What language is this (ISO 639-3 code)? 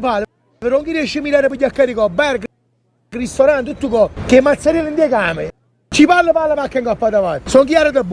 nap